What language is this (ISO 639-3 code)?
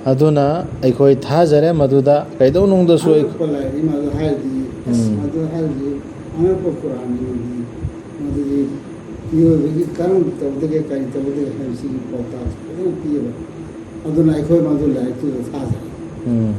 mni